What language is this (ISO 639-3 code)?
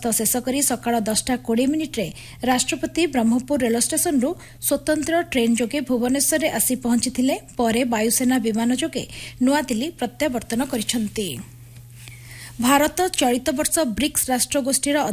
ori